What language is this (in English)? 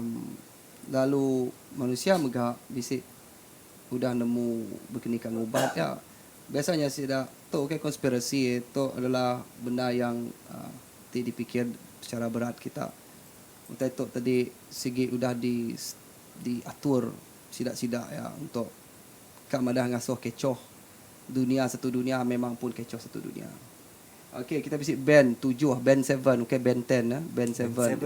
Iban